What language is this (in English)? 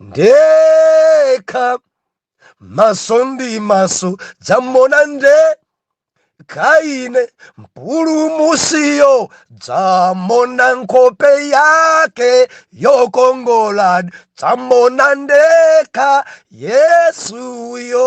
Nyanja